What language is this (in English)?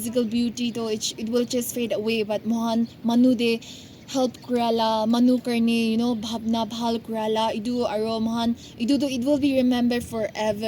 Naga Pidgin